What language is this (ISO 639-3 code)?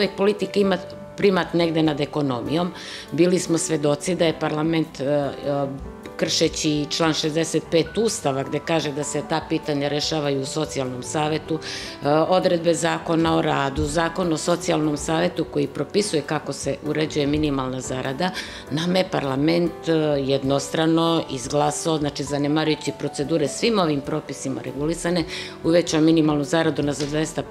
srp